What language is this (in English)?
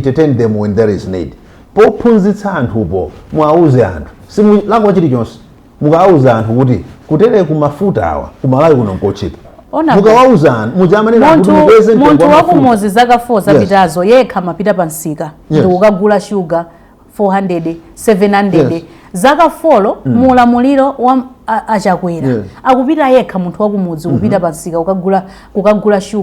Nyanja